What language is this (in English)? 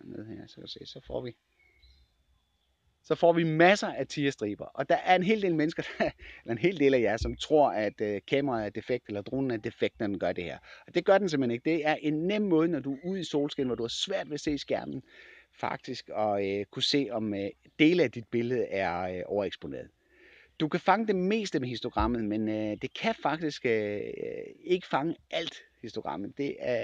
Danish